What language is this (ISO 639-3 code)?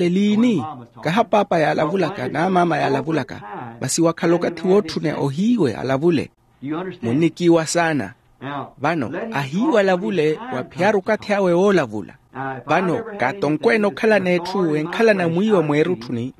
vmw